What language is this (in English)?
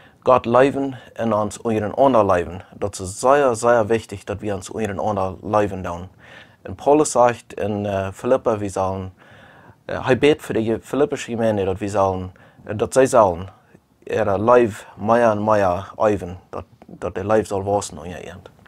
Plautdietsch